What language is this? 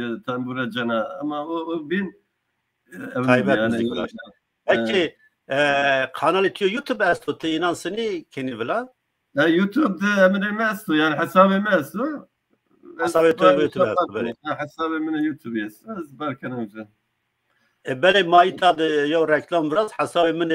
Zaza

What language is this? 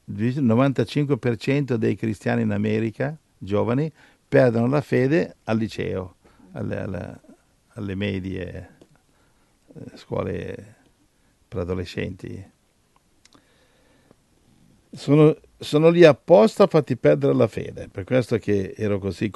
Italian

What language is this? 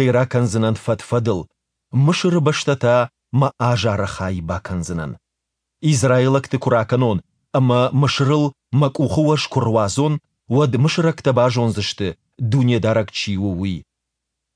Ossetic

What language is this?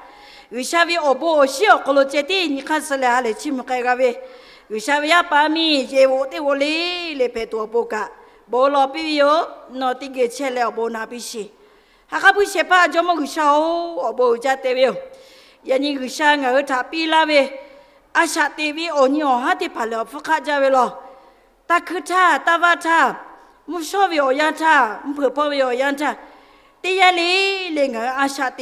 Lahu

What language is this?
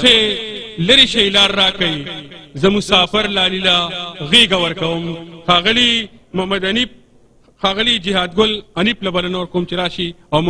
Pashto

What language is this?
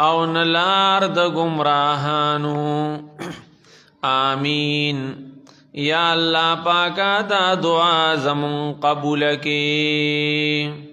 Pashto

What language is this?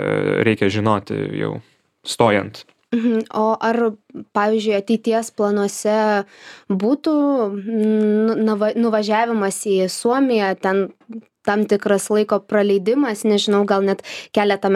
Lithuanian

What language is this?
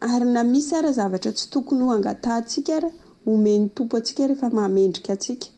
Malagasy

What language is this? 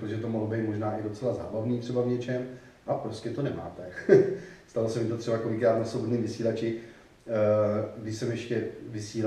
Czech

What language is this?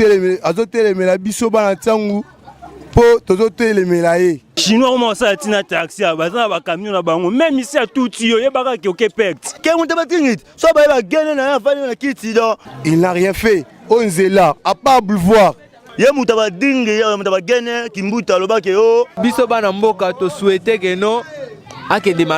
Lingala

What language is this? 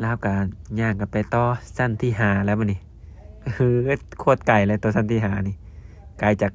Lao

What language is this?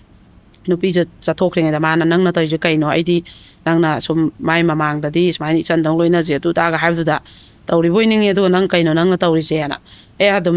Manipuri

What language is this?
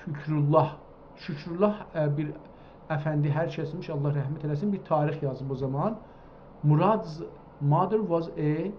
South Azerbaijani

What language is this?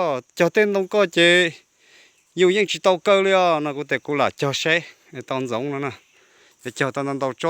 Hmong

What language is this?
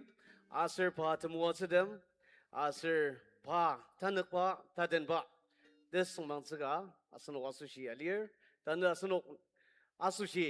Ao Naga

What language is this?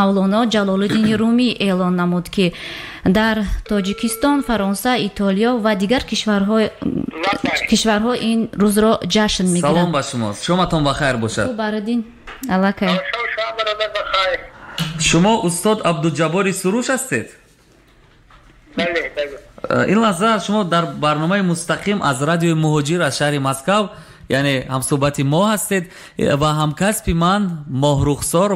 Tajik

